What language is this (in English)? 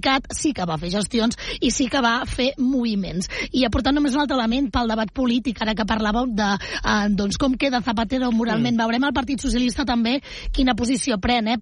Catalan